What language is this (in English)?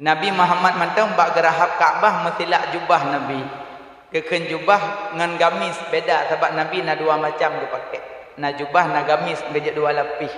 Achinese